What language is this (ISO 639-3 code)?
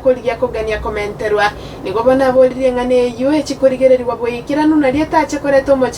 guz